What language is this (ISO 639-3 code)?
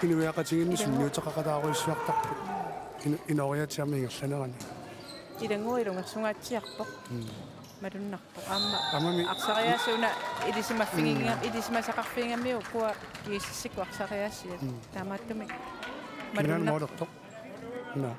kal